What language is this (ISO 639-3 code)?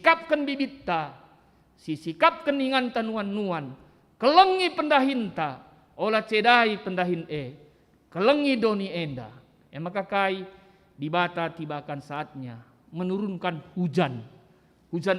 btx